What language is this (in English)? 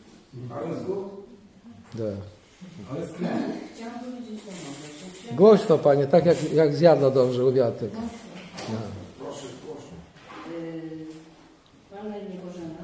Polish